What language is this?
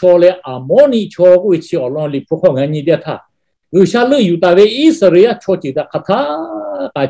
Lahu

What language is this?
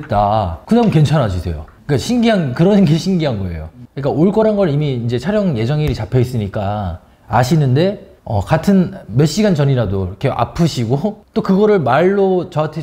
Korean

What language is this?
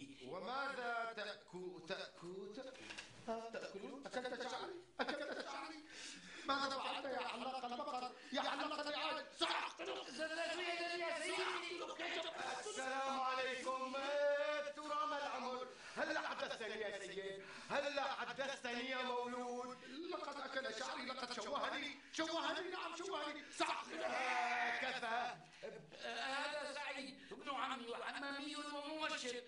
North Levantine Arabic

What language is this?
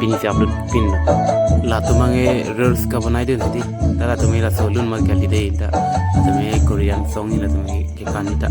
Karbi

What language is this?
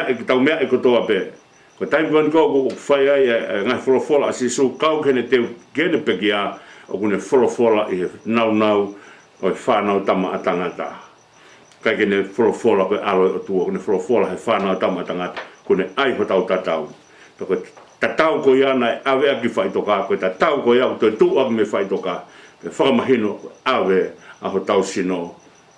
Tongan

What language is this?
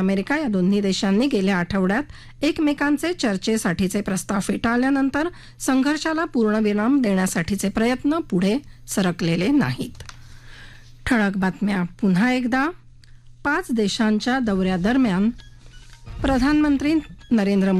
Marathi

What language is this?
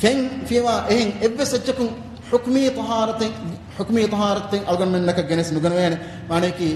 Divehi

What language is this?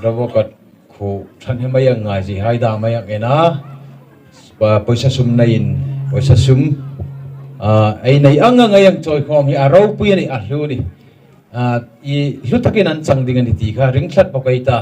Hmar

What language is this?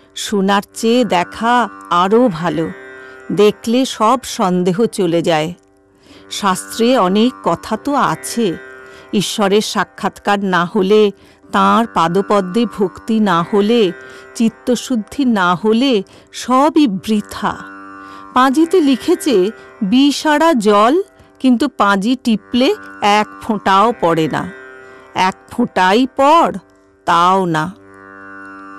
Bangla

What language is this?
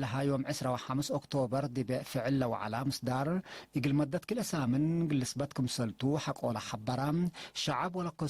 Tigre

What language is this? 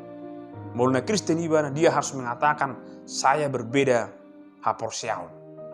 Batak Toba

